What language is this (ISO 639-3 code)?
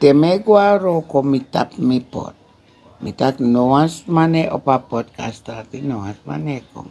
srn